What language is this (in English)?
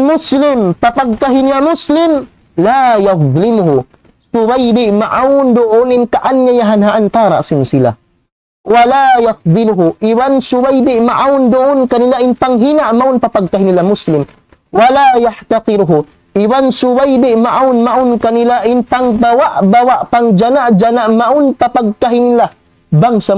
Tausug